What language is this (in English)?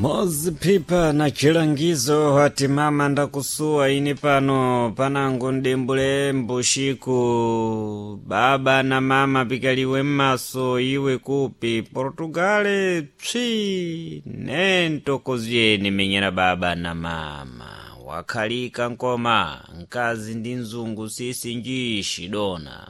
Sena